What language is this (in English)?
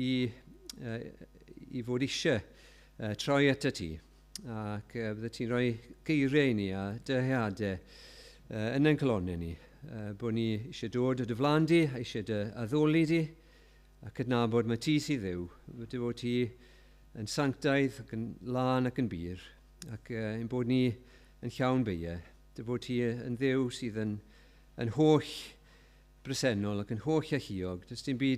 Welsh